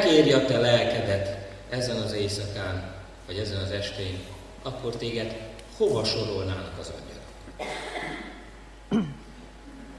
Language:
Hungarian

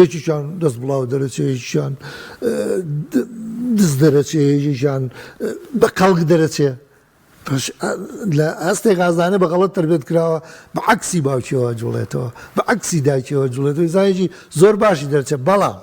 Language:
Central Kurdish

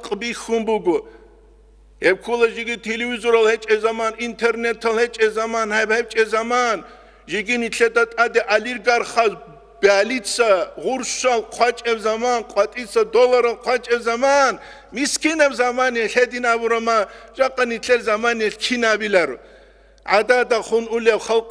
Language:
Avaric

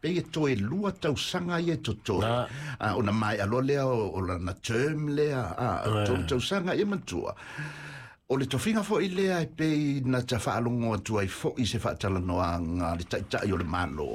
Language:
Samoan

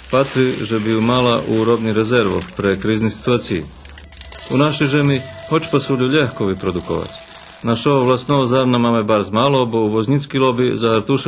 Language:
Rusyn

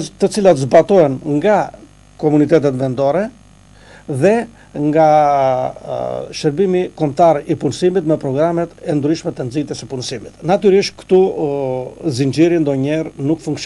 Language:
Albanian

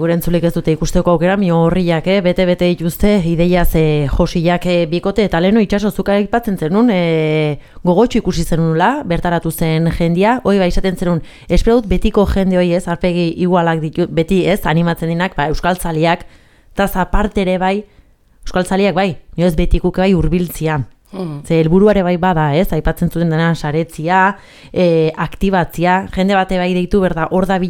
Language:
Basque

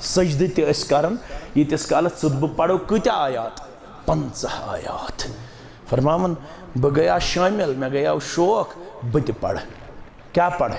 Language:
Kashmiri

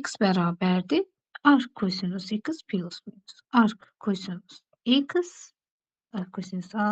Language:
Azerbaijani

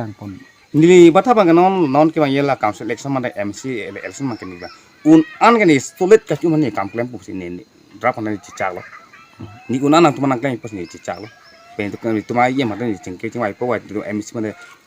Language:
Karbi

